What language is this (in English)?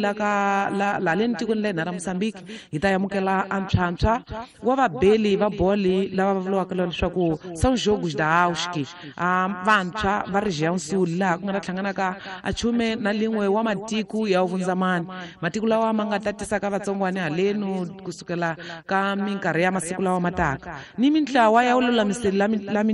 Tsonga